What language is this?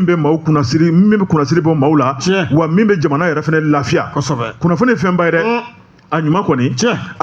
Bambara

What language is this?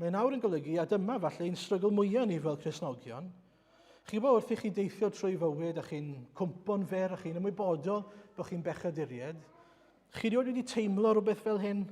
Welsh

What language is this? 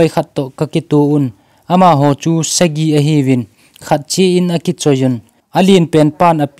Thado Chin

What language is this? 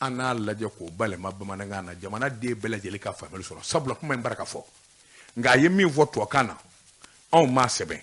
Bambara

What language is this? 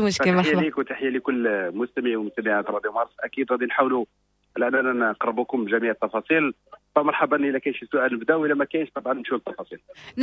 Moroccan Arabic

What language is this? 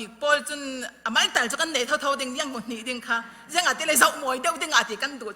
Falam Chin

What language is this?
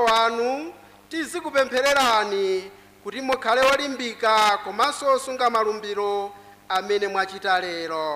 Nyanja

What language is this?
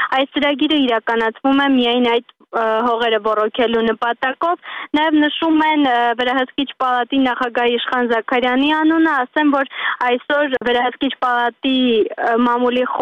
Armenian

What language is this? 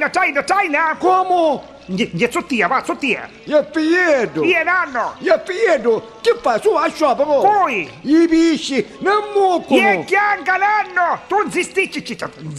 Neapolitan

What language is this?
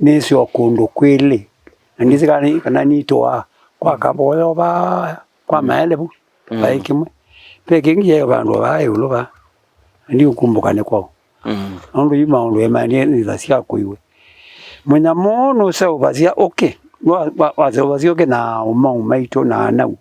Kamba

